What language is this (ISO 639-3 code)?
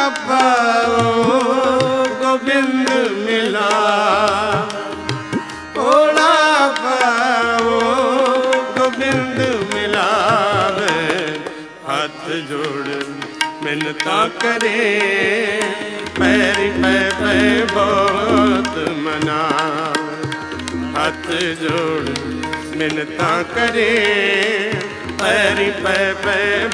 pan